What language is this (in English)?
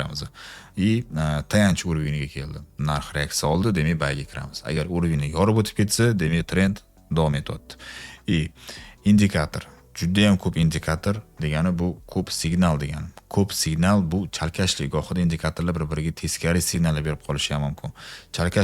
Uzbek